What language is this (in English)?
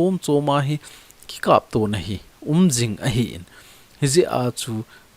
Thado Chin